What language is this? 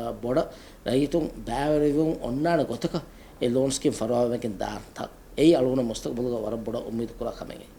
Divehi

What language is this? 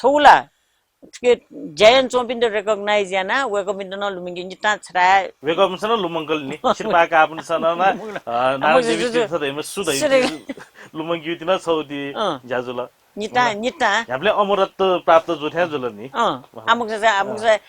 Newari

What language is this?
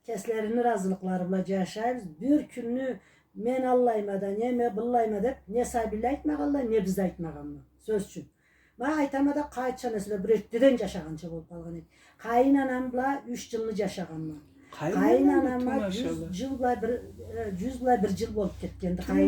Karachay-Balkar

